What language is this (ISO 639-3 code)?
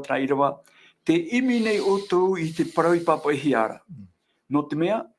tah